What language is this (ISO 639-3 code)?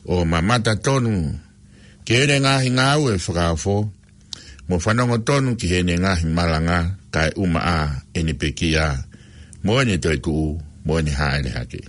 ton